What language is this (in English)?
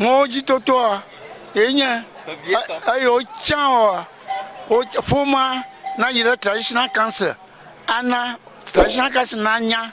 Ewe